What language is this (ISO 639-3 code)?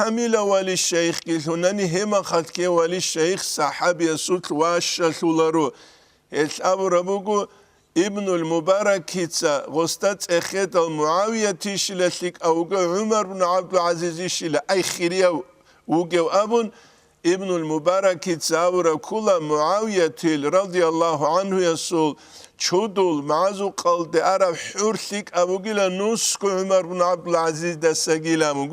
ava